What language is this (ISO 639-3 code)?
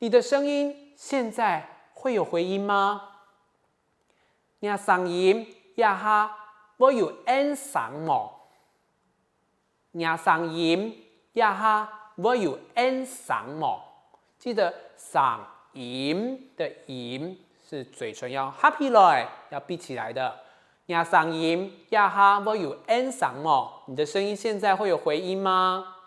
hak